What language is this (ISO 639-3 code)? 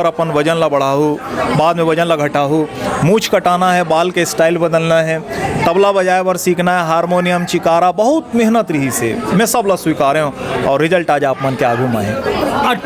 hne